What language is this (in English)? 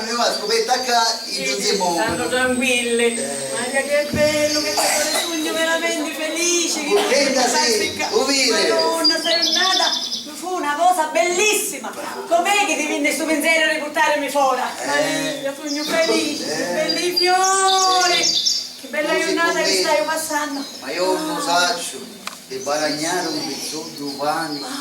Sicilian